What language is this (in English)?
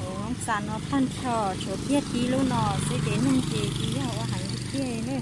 Hmong